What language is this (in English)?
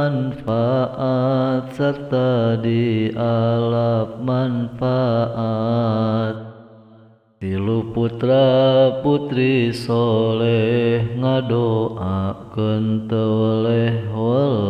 Sundanese